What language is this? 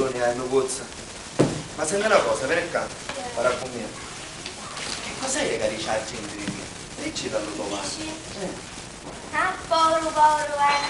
Sicilian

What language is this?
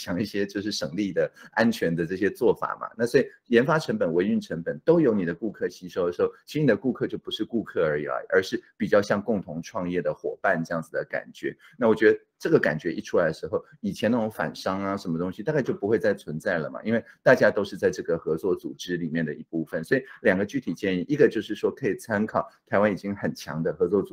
Chinese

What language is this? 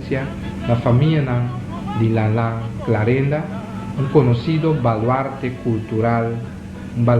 Papiamento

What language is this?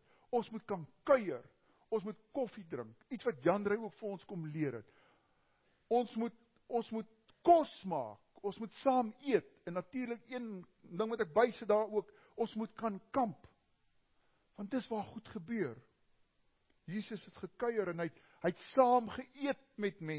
Afrikaans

